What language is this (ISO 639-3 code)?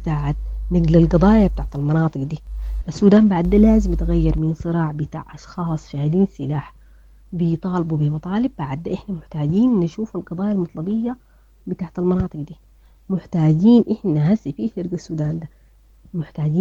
apd